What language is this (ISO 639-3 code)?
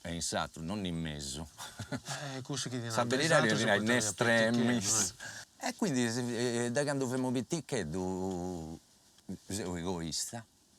srd